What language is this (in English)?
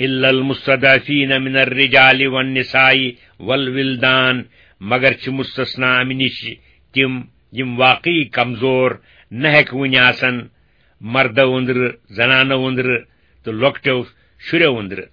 Kashmiri